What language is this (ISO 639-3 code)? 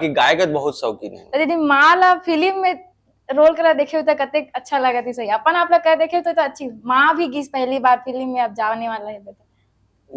hne